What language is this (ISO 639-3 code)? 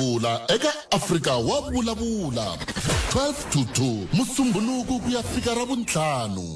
tso